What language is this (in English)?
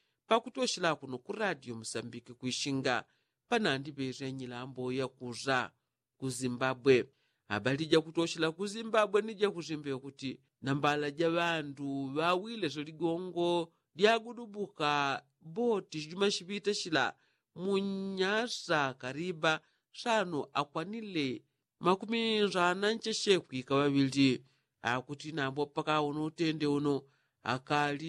Yao